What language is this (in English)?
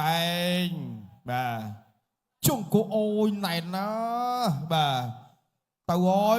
Khmer